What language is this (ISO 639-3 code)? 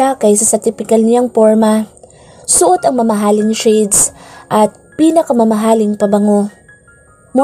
fil